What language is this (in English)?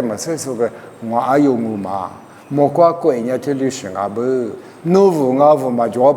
Lisu